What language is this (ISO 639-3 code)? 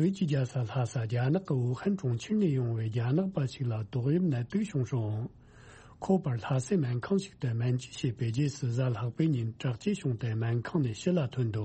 bod